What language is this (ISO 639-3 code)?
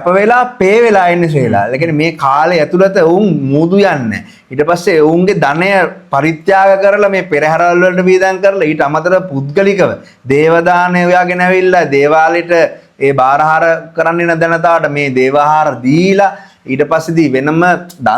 sin